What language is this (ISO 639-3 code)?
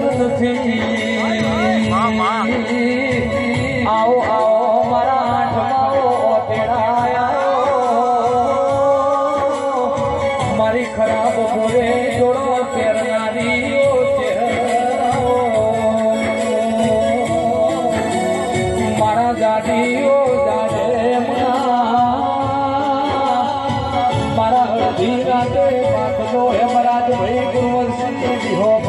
guj